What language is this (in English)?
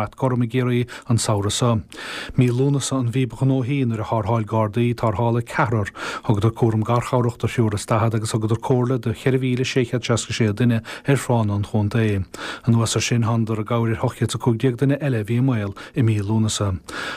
Irish